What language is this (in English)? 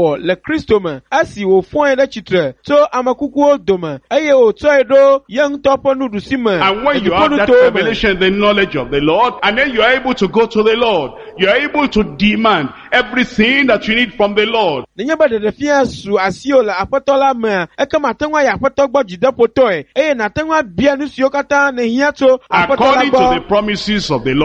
Ewe